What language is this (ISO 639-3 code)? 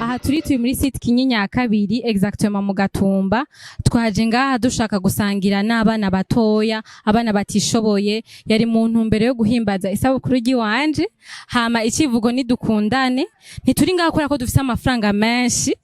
run